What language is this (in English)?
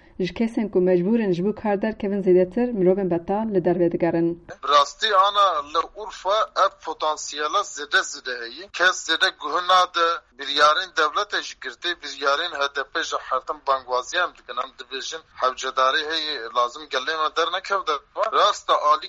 Kurdish